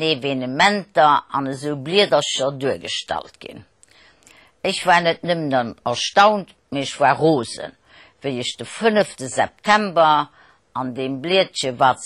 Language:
Luxembourgish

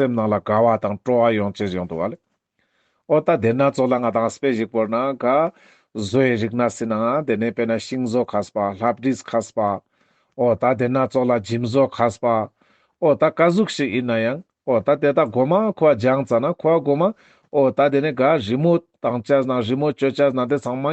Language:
Ladakhi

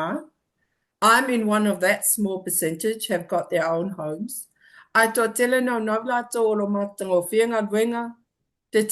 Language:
Samoan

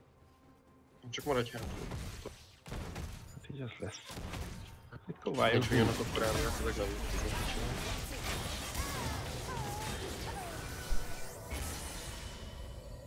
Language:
Hungarian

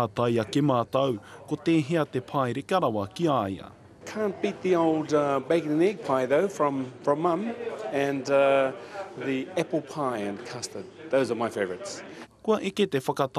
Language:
Māori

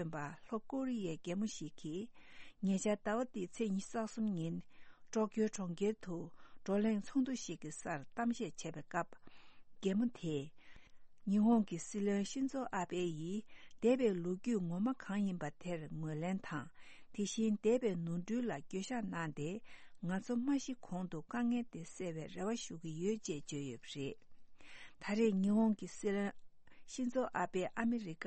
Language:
Tibetan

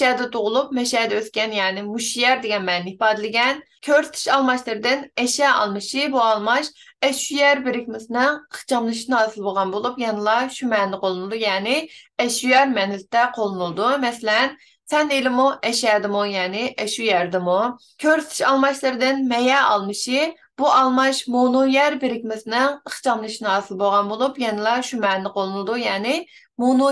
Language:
Uyghur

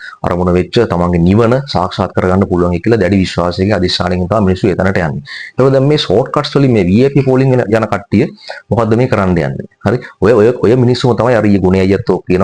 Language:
Sinhala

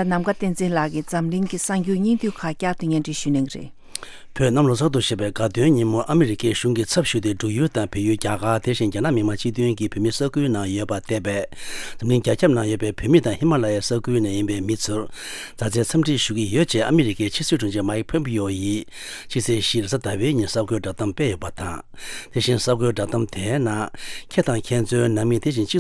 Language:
Tibetan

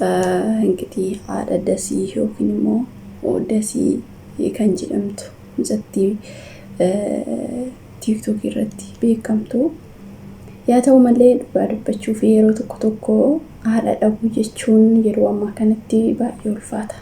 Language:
Oromo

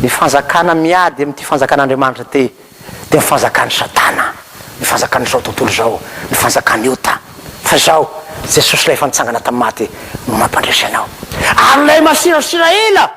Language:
Malagasy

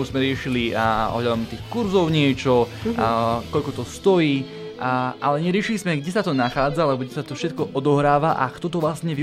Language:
Slovak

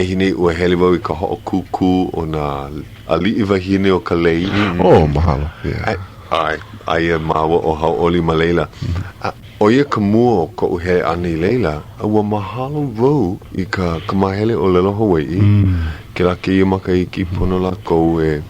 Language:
Hawaiian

